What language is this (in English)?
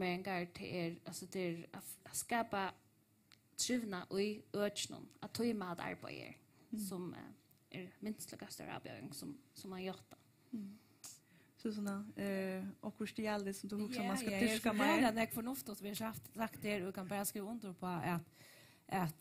Faroese